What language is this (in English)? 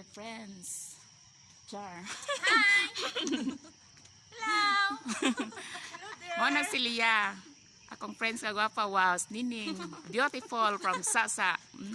Cebuano